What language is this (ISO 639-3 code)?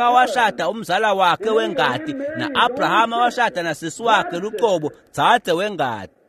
ssw